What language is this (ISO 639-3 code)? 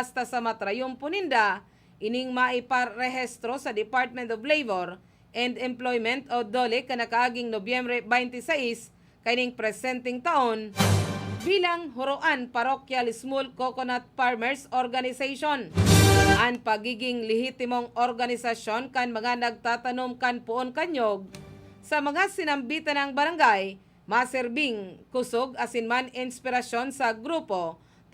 bik